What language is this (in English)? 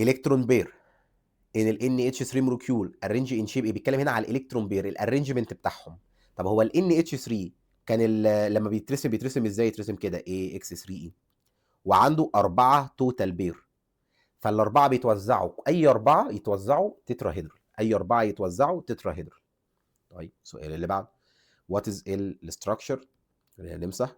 Egyptian Arabic